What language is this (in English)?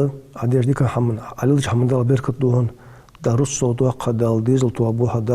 Ingush